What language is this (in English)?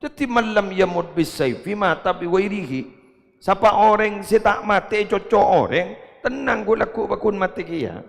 Madurese